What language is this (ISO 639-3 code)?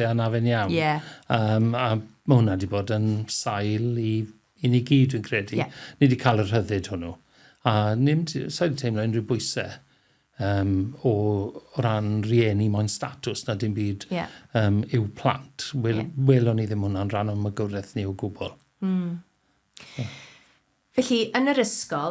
cym